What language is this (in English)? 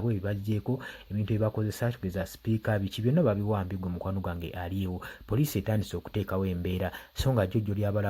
Ganda